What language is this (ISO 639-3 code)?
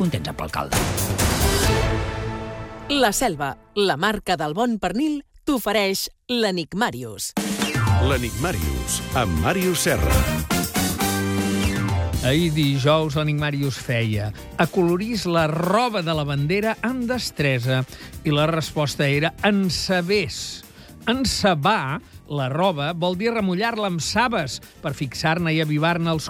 cat